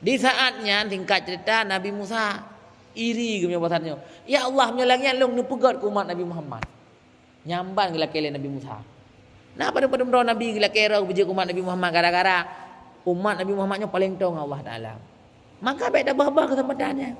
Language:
Achinese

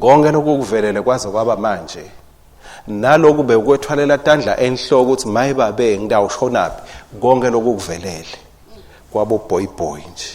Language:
Swati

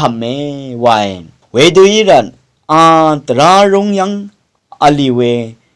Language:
Rawang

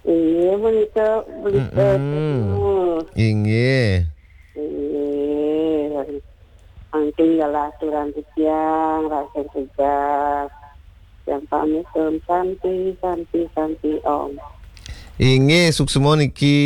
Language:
Balinese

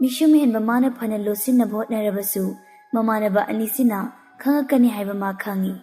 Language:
Manipuri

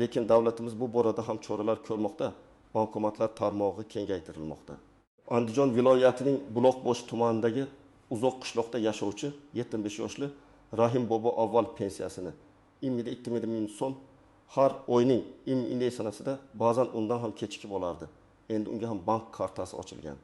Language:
Uzbek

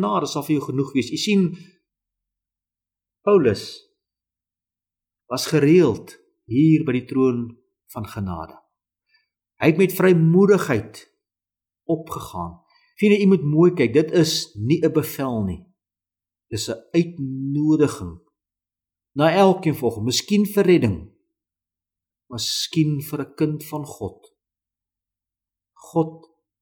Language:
Afrikaans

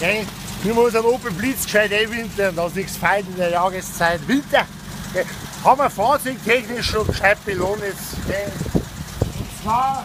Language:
Bavarian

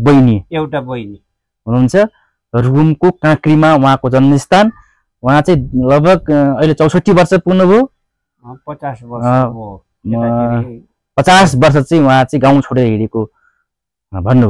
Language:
Nepali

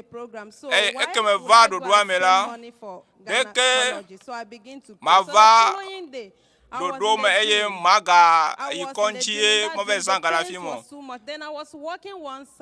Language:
Ewe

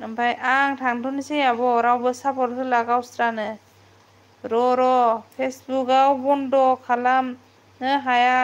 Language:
Bodo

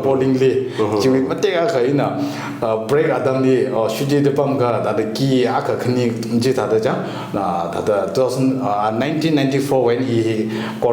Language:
Tangkhul Naga (India)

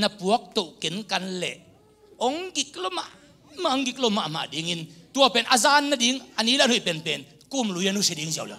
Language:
Tedim Chin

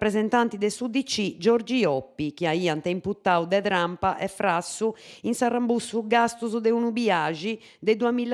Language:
Sardinian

